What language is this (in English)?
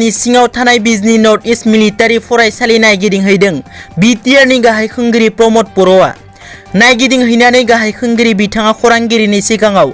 Bodo